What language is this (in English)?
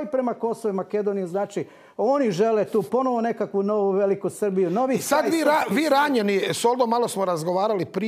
Croatian